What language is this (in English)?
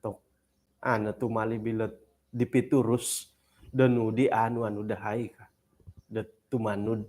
Central Dusun